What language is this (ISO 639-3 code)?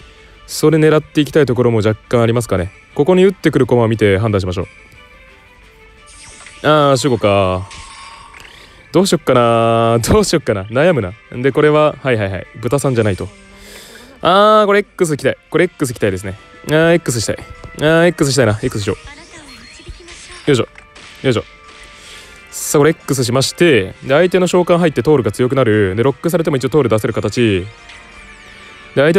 jpn